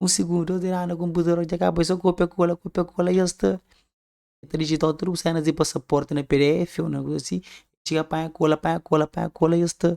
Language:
Kabuverdianu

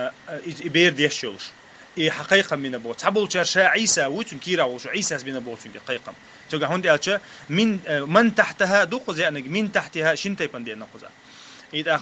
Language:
Chechen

